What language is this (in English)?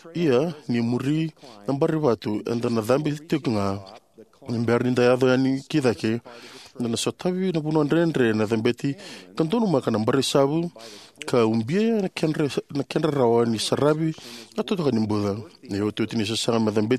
Fijian